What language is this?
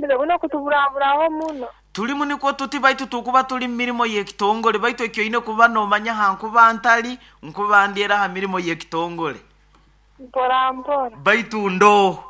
Nyoro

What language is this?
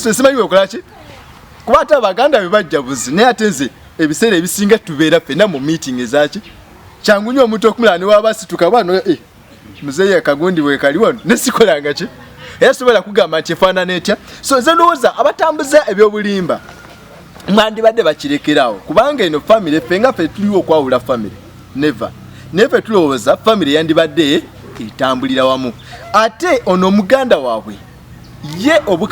Ganda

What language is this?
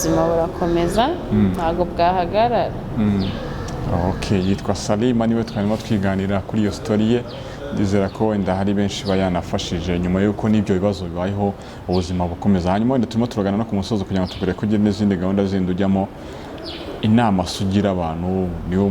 Kinyarwanda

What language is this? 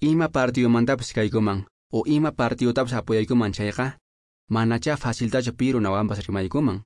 Quechua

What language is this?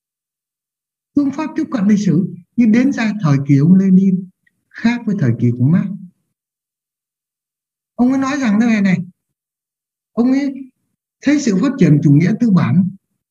Vietnamese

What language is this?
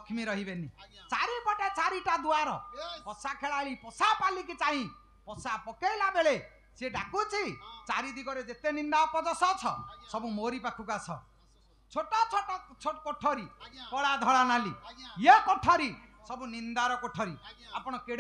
Odia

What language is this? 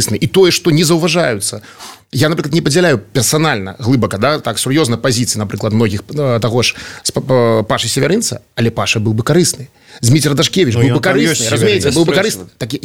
Belarusian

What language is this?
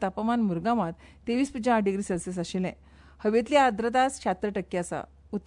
Konkani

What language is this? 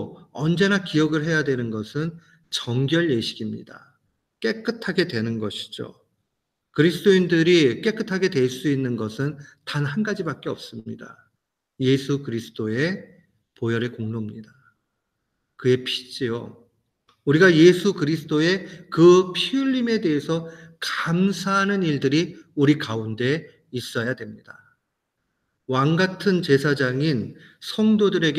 Korean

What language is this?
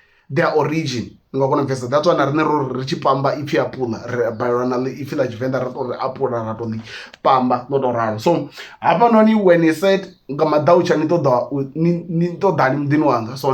Venda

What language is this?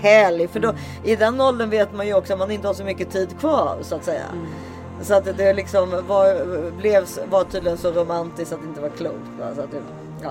Swedish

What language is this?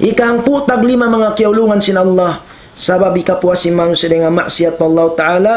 Tausug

